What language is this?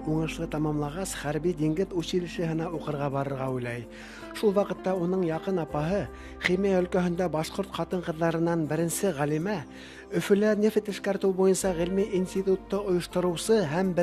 Bashkir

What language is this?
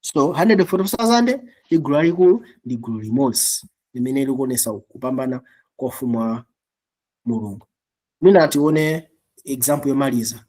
Nyanja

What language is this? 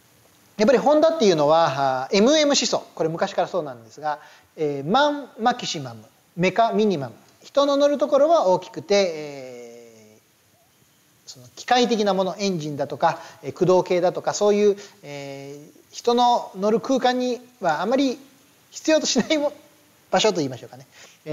Japanese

